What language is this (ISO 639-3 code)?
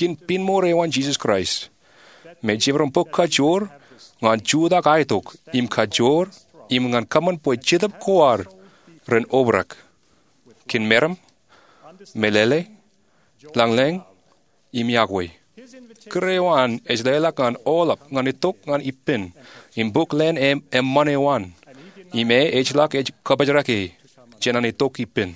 mah